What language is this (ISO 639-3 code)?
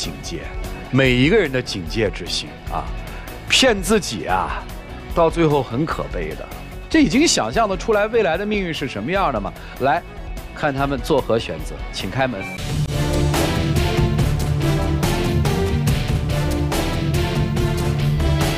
zho